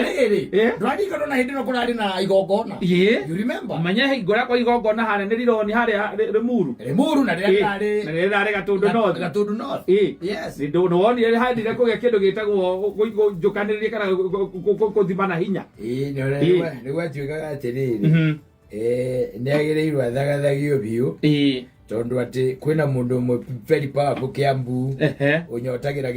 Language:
Kikuyu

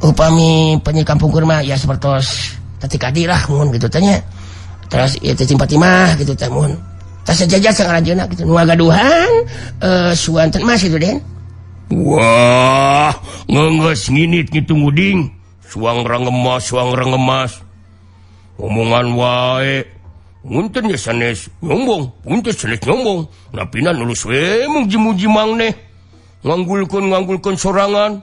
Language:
Sundanese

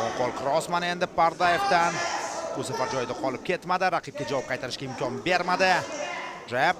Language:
Uzbek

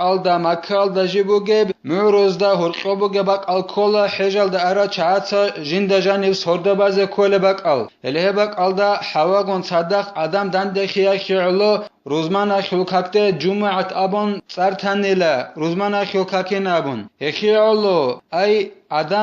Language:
Avaric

